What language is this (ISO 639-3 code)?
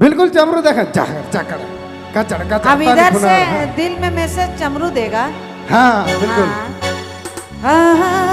sck